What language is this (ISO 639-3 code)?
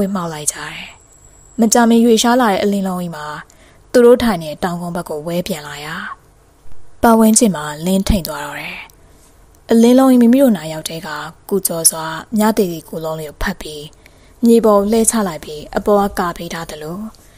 mya